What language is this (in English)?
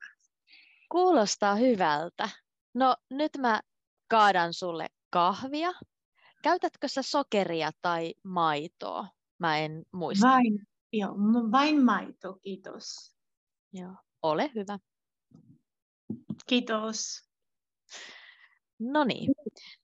Finnish